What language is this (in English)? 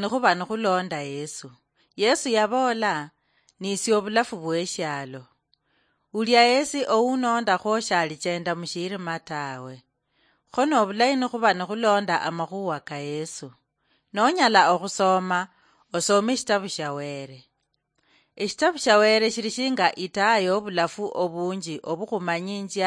Luyia